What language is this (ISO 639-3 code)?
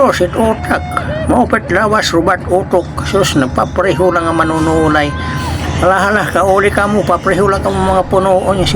war